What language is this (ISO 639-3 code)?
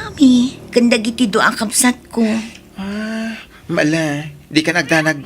ilo